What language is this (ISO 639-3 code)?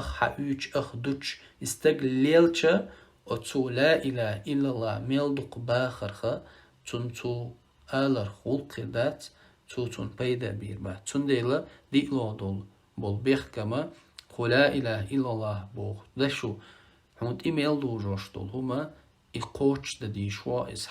che